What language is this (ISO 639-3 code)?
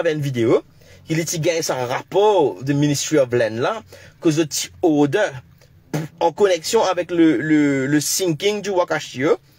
mfe